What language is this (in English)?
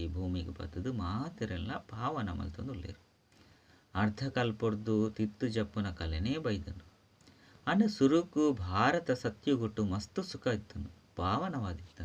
Tulu